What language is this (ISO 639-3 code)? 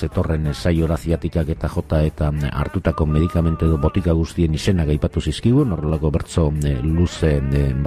eus